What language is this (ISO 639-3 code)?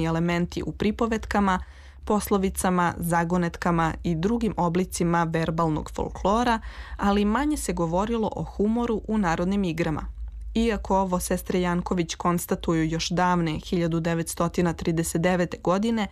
srp